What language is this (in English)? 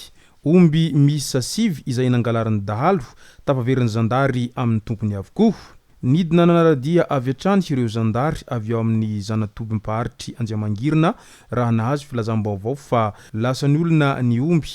Malagasy